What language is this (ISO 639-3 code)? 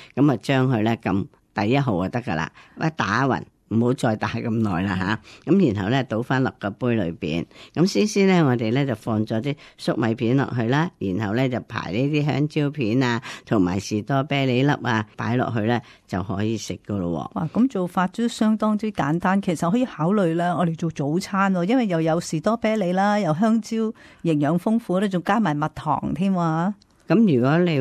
yue